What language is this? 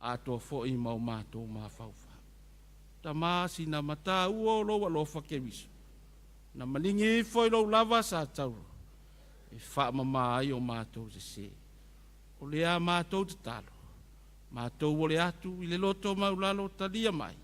Samoan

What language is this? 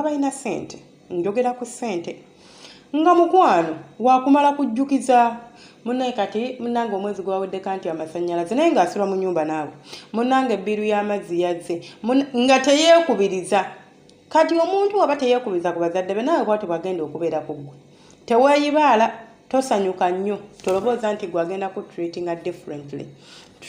Ganda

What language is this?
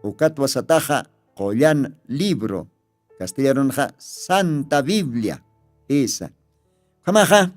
Aymara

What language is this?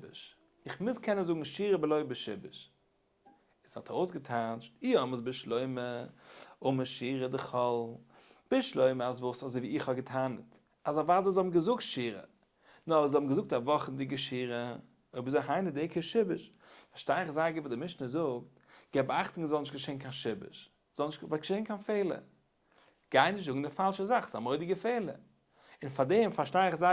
Yiddish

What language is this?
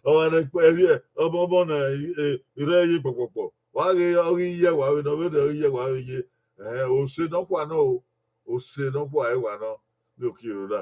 Bini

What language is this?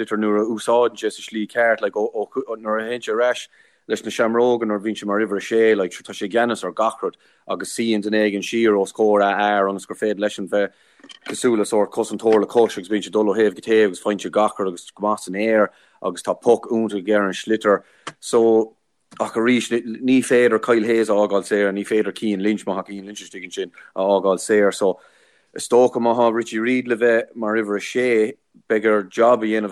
Irish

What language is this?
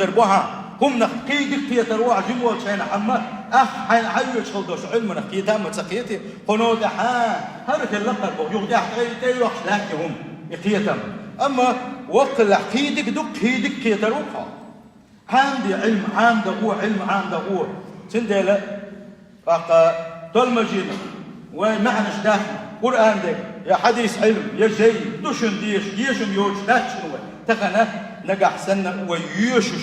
Chechen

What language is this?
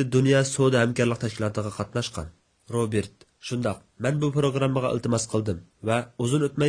Uyghur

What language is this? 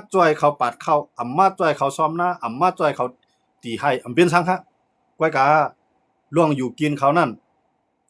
Shan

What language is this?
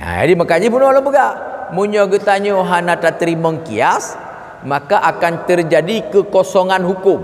Achinese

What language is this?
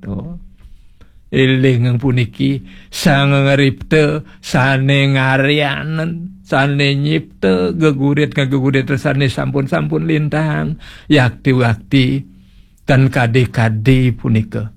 Balinese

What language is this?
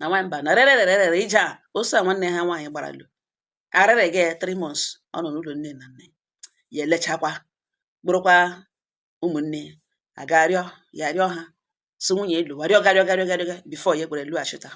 Igbo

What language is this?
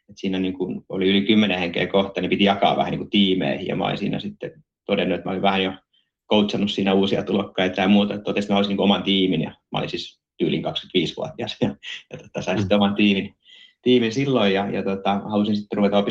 Finnish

